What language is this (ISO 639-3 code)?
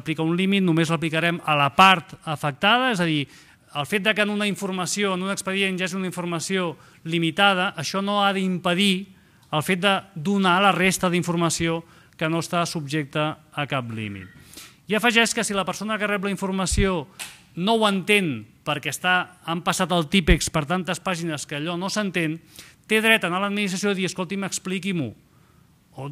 cat